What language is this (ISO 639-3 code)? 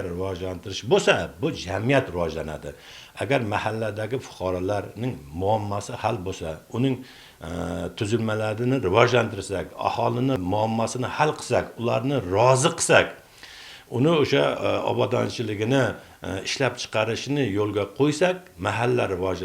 uzb